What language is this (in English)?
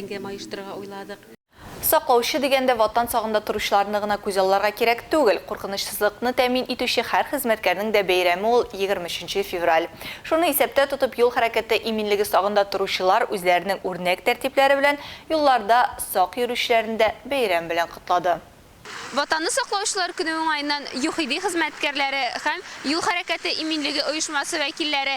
Tatar